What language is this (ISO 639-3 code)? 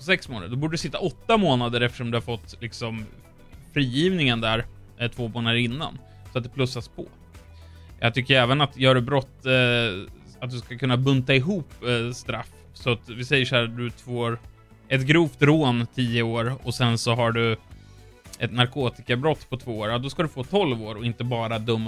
swe